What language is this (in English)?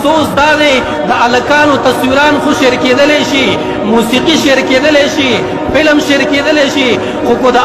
Pashto